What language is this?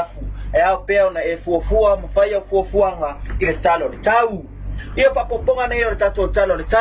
Samoan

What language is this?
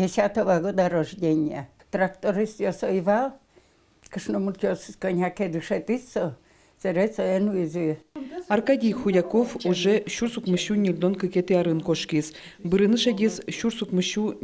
Udmurt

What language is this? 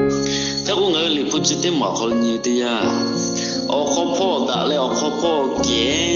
Lahu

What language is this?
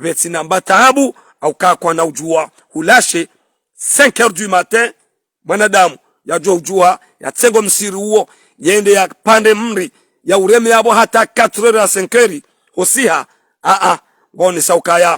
Ngazidja Comorian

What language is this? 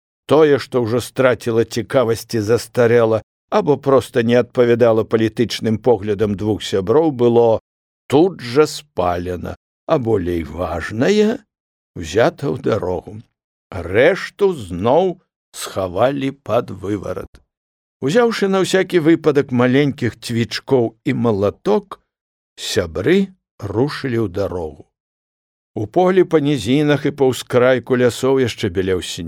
Belarusian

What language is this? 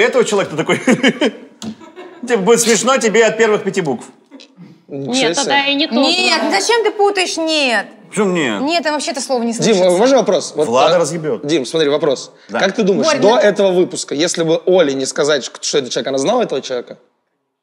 Russian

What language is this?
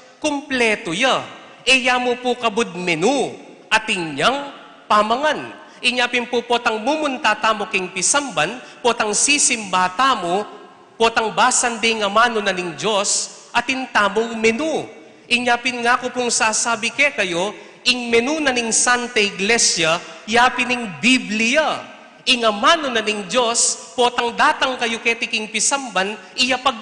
Pampanga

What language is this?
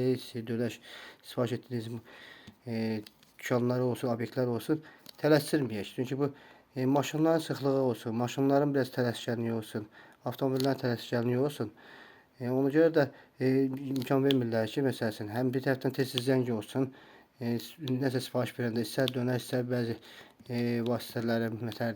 Azerbaijani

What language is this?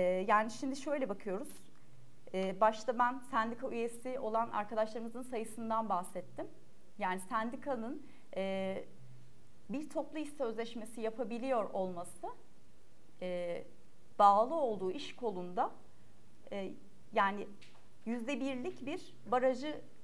Turkish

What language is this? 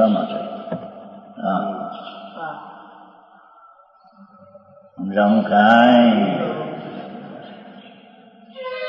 Gujarati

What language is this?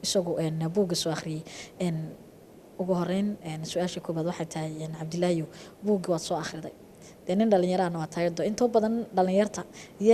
Somali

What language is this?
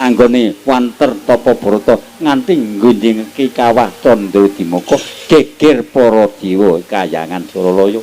Javanese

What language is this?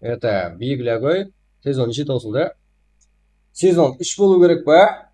Kara-Kalpak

